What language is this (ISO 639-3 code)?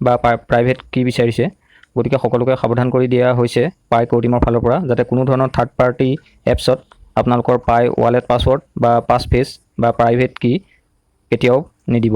asm